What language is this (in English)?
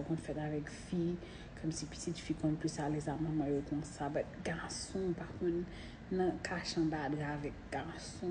Haitian Creole